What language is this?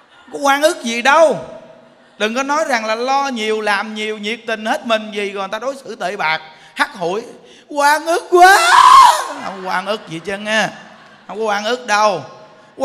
Vietnamese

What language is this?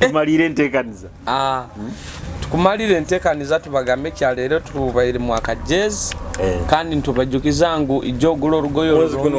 Nyoro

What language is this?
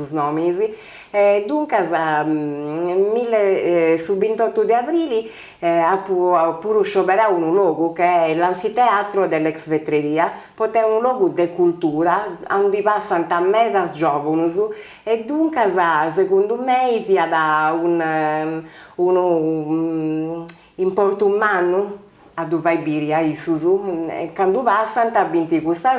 Sardinian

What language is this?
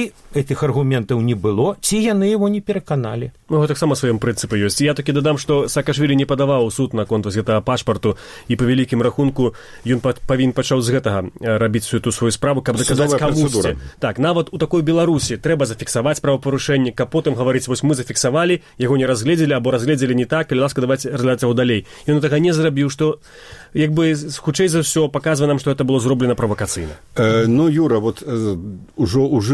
Belarusian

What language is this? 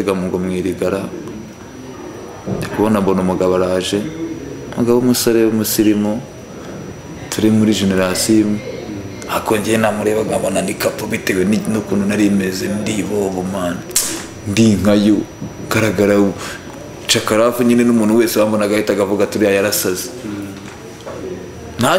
Kinyarwanda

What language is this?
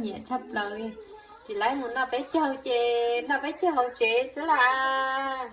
Hmong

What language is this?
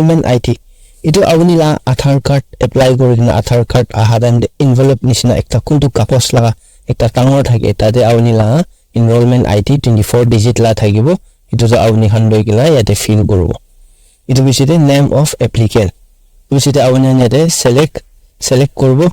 Naga Pidgin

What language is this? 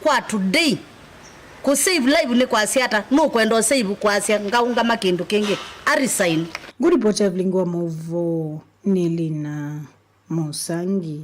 Kamba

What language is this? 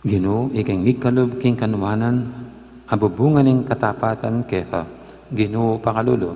Pampanga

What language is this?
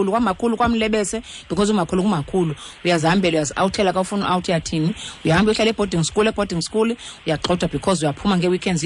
Xhosa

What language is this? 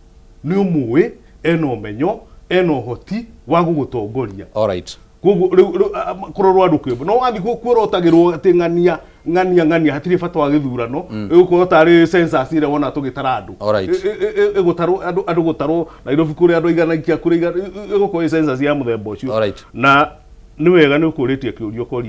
Kikuyu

